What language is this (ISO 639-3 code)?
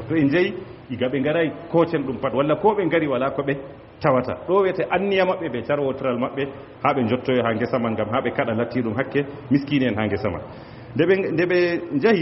ful